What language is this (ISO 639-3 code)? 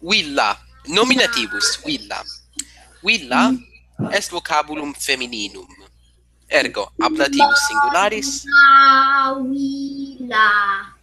lat